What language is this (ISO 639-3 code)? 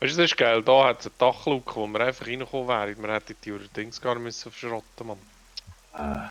gsw